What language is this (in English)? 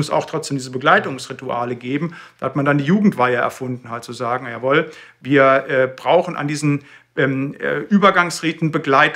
German